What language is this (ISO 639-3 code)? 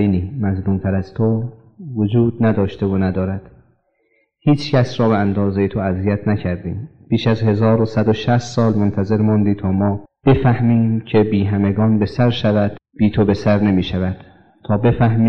fas